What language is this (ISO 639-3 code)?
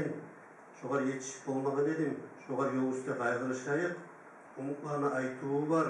kum